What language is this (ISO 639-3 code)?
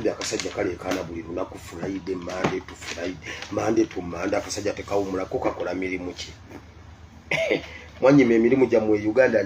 lug